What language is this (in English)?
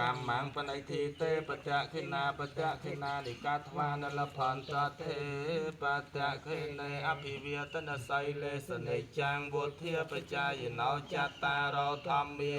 Khmer